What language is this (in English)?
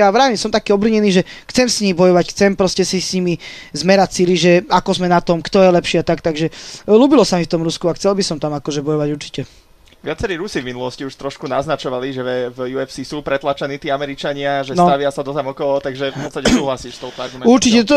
Slovak